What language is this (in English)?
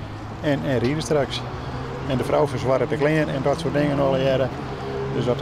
Western Frisian